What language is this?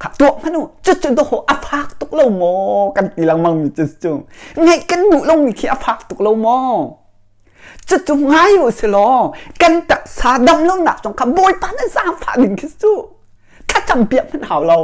Hakha Chin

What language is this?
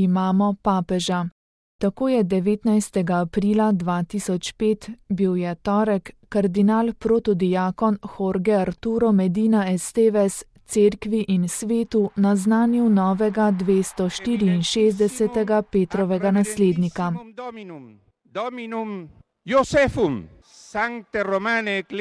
Slovenian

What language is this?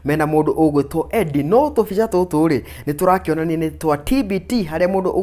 Kikuyu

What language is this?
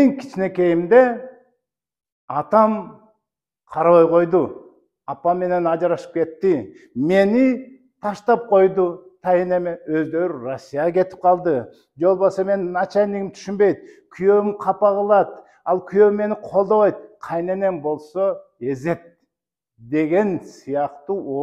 Kyrgyz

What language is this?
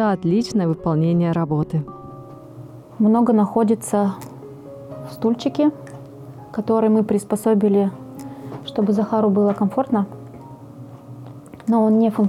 Russian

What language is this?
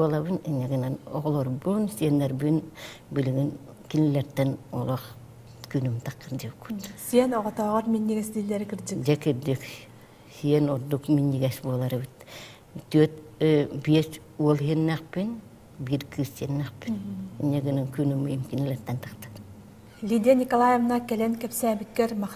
Yakut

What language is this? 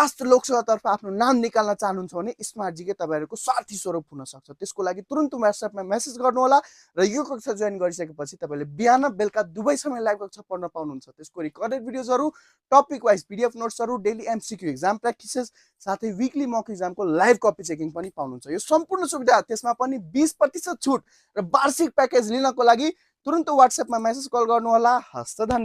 Nepali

